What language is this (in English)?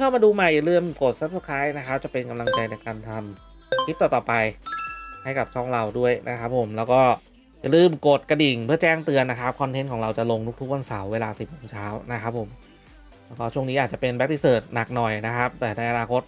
Thai